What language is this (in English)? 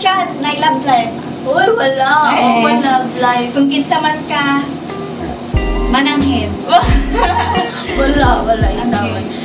Cebuano